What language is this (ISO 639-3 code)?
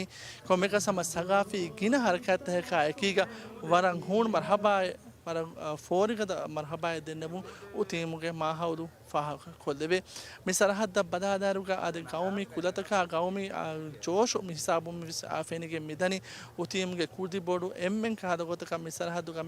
div